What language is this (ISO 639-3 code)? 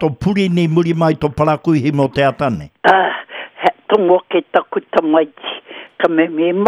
mri